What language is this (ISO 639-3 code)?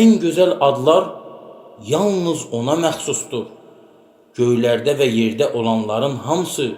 aze